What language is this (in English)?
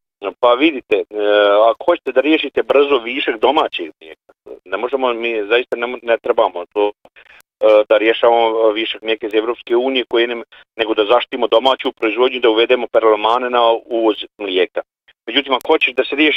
Bosnian